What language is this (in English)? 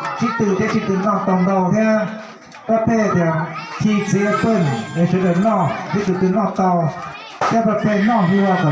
Hmong